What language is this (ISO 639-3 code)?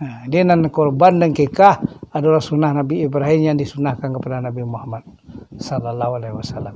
min